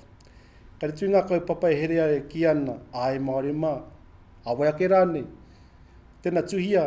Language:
Māori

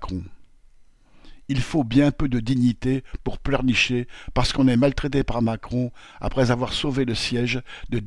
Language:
French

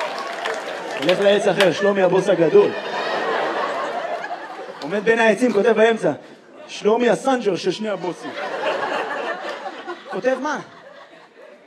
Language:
Hebrew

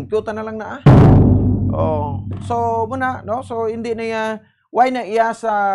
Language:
Hiligaynon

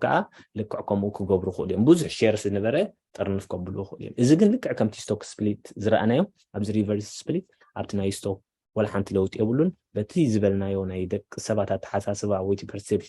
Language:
Tigrinya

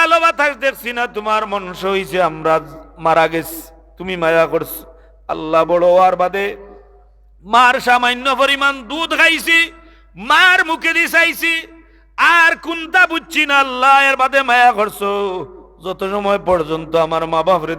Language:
Sylheti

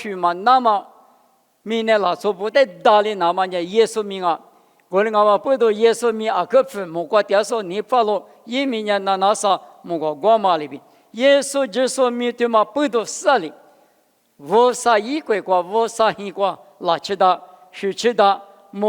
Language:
Lisu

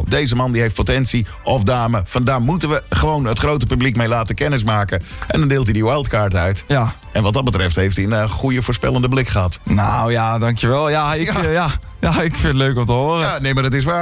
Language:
Dutch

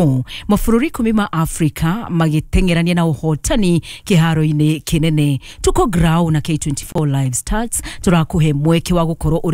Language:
Kikuyu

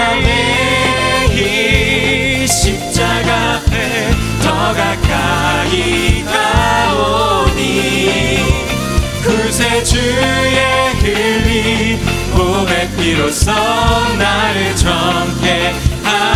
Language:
Korean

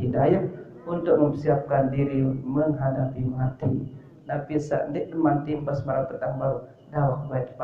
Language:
Sasak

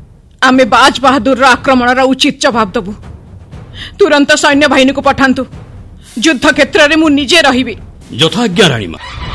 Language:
Odia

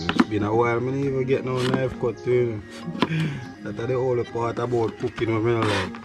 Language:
Jamaican Creole English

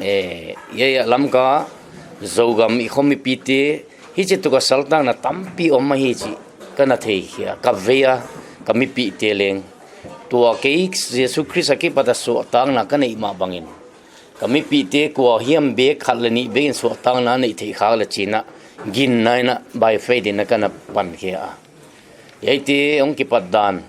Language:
Paite Chin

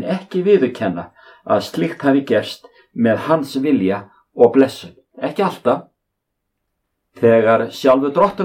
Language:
Icelandic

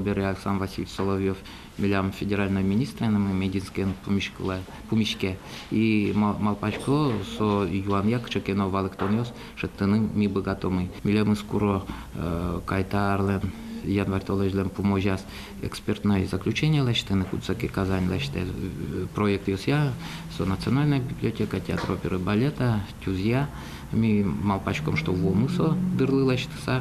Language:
Udmurt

